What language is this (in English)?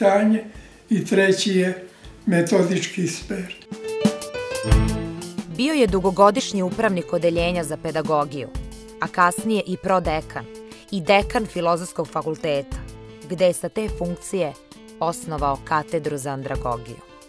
Serbian